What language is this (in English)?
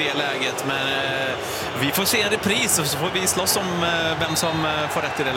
Swedish